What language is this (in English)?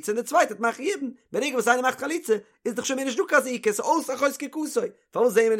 Yiddish